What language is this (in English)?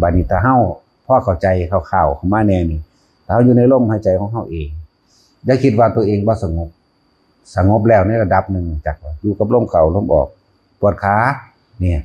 Northeastern Thai